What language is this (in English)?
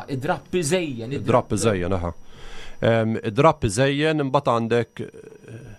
Maltese